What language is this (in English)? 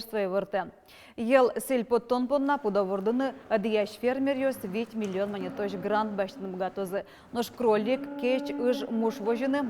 Udmurt